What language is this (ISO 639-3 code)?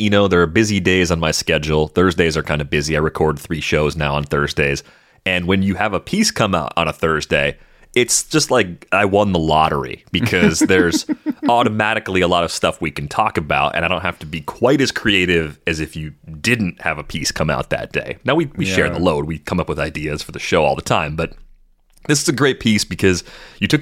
eng